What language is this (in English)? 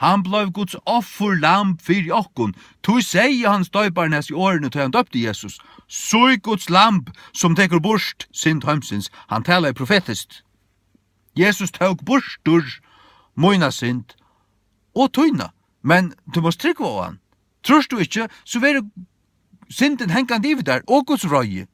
Faroese